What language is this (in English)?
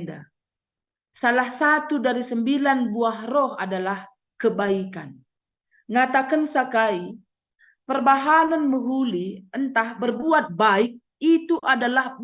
Batak Karo